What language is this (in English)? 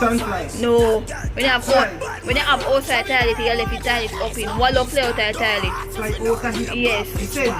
Jamaican Creole English